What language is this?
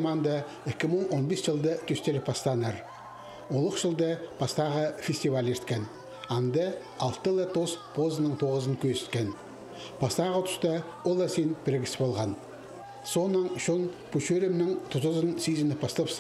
Khakas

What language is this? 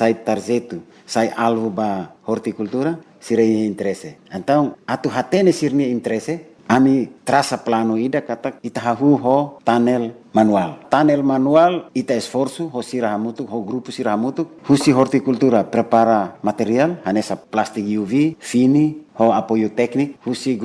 Tetum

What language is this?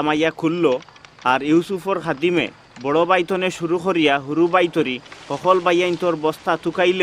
Sylheti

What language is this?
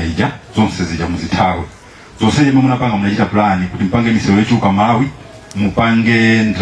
Nyanja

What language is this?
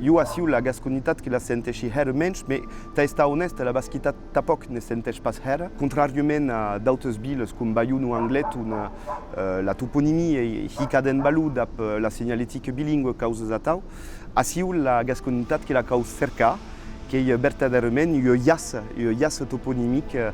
Occitan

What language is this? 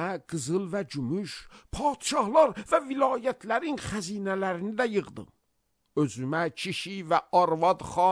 Azerbaijani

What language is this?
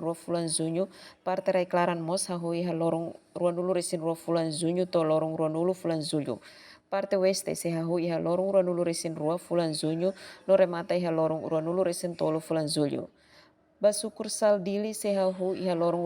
Tetum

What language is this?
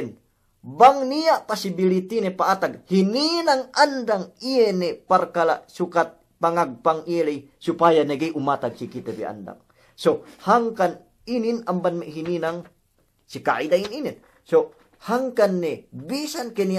Yakan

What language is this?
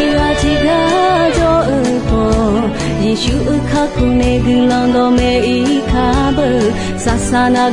Akha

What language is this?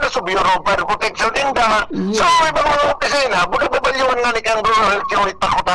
Bikol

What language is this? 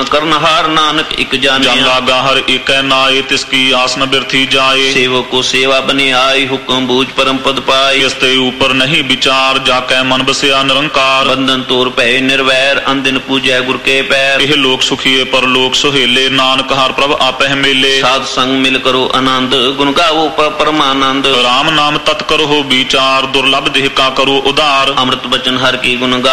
Punjabi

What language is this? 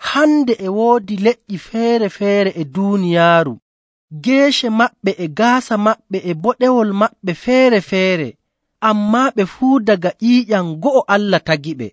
Nigerian Fulfulde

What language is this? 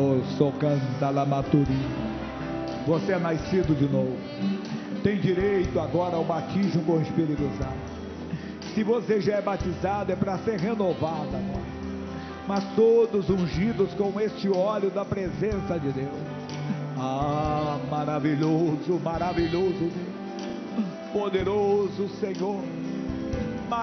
Portuguese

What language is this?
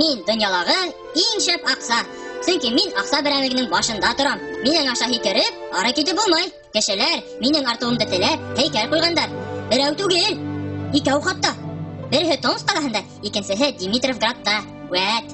Bashkir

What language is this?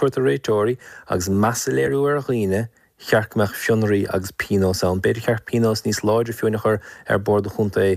Irish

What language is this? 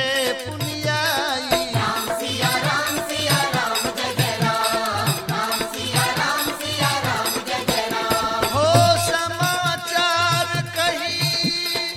Bhojpuri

